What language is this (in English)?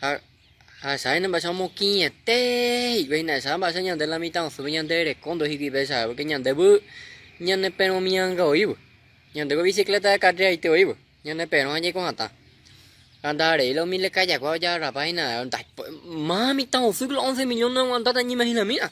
Guarani